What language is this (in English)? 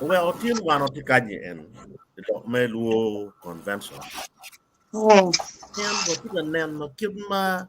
Acoli